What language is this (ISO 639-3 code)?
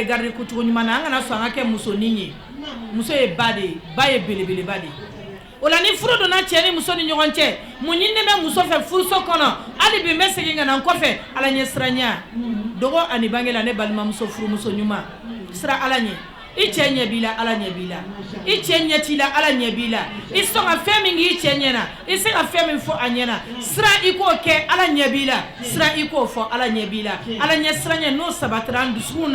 bam